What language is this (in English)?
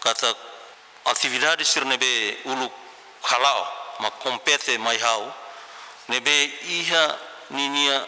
Tetum